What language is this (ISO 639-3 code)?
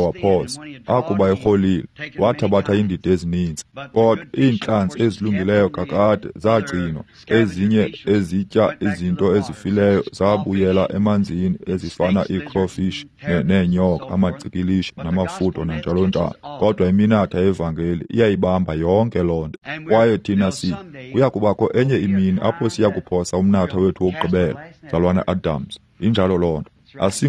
xho